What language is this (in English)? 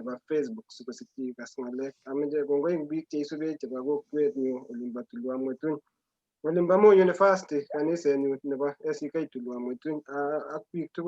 Kalenjin